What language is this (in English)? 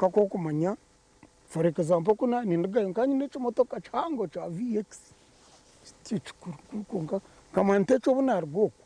Nyankole